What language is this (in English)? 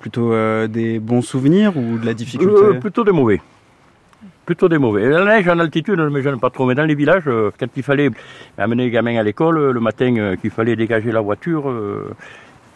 French